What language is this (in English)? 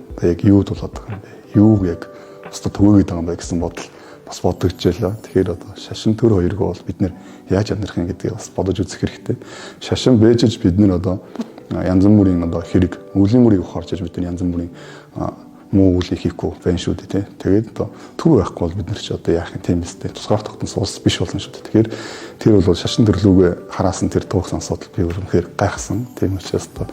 Mongolian